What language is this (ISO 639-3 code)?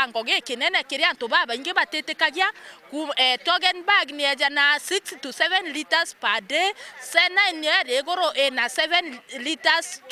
mer